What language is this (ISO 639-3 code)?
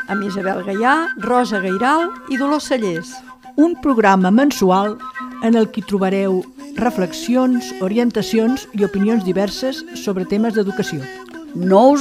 cat